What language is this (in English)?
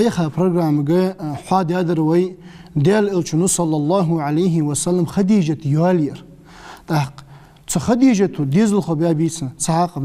Ingush